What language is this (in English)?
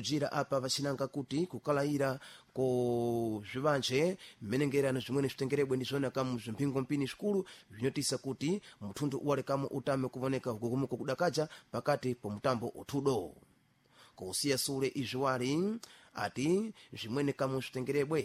Sena